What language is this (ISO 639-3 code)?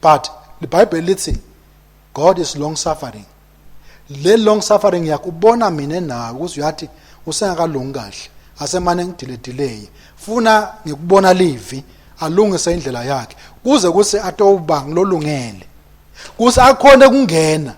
ssw